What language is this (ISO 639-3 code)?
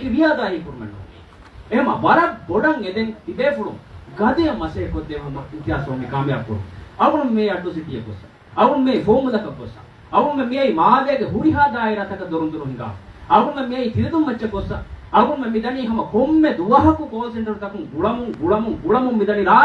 div